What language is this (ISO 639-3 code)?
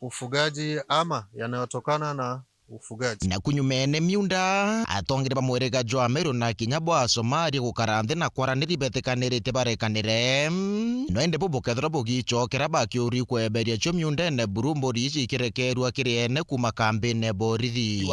mer